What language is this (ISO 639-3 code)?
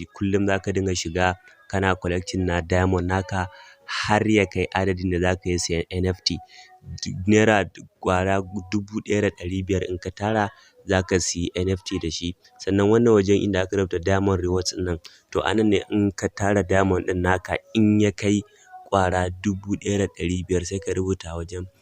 hau